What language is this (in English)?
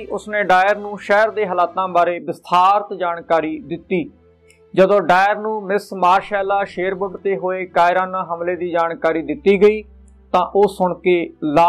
Punjabi